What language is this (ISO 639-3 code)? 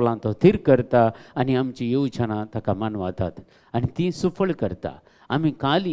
kok